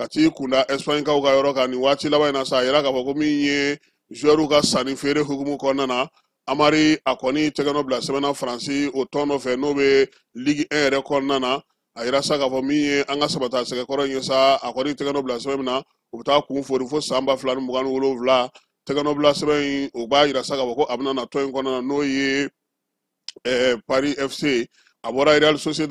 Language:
Bambara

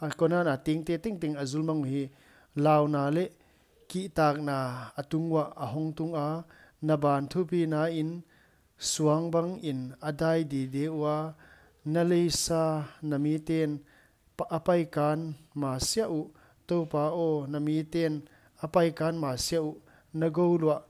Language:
Paite Chin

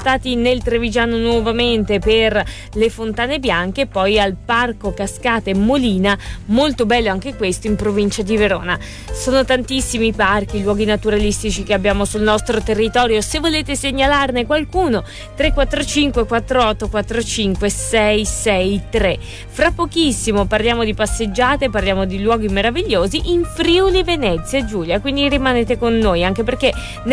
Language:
Italian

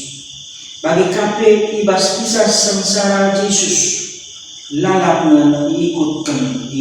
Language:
Batak Karo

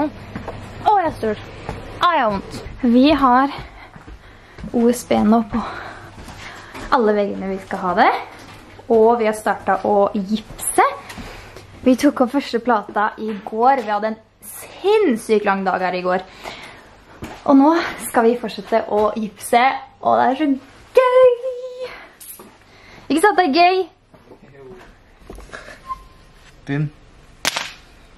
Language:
Norwegian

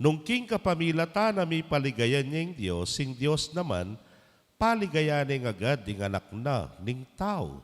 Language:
Pampanga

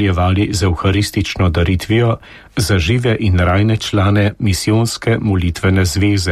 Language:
Slovenian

